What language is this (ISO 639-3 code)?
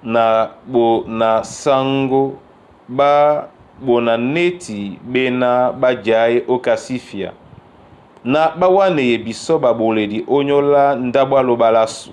dua